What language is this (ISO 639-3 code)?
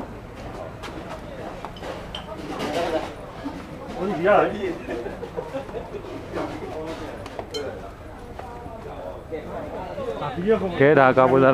mya